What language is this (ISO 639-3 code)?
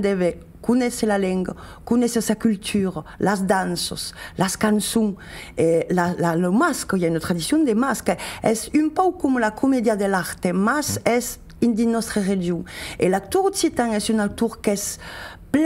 oci